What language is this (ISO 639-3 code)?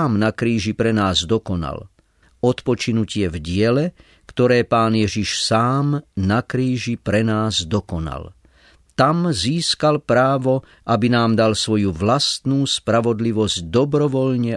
slk